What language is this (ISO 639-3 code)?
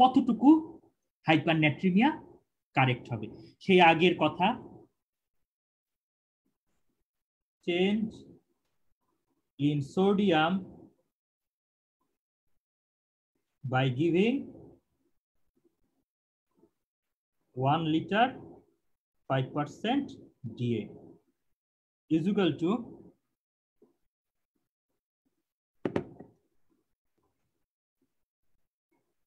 ben